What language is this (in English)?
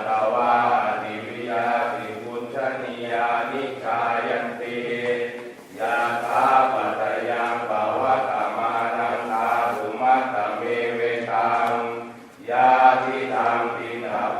Pali